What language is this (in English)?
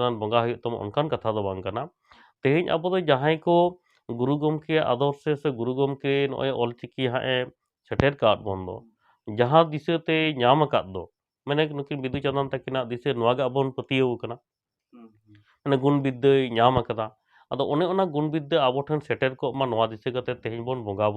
Santali